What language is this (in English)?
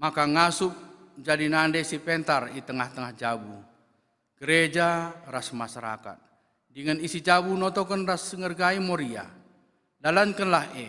Batak Karo